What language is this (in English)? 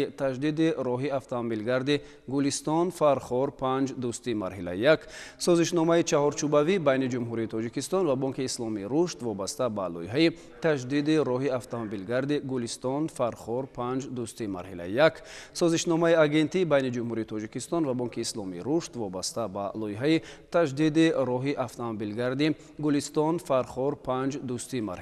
Tajik